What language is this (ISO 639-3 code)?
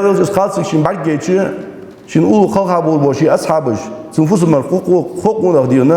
inh